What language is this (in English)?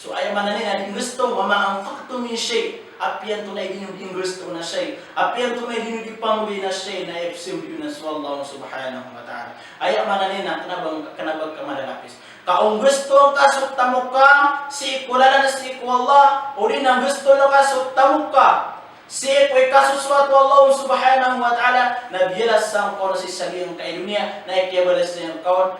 Maranao